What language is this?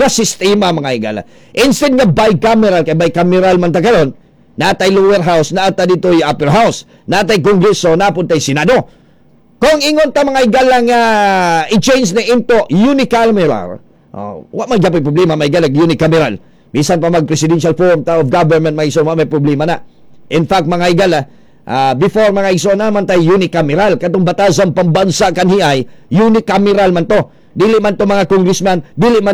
Cebuano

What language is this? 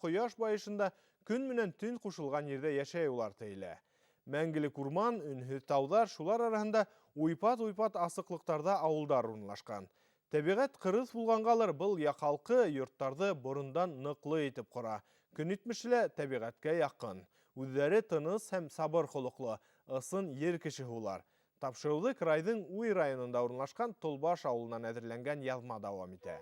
Bashkir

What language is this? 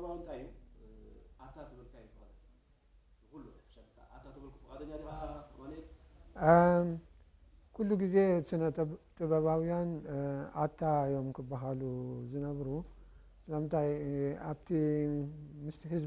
Tigrinya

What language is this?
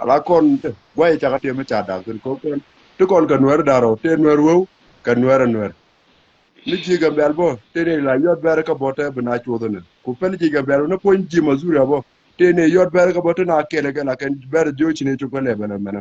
Nuer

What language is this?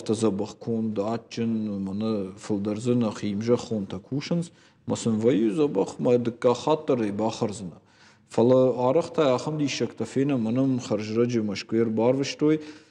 Ossetic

